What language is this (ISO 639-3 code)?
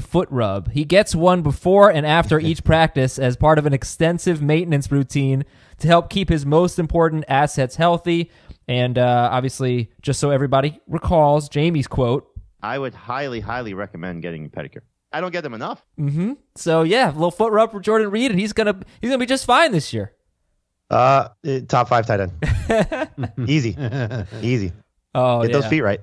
eng